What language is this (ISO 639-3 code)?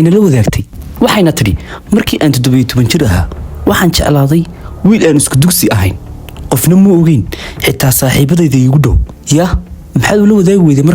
som